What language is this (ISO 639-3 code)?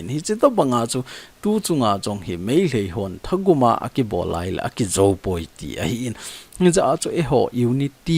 tcz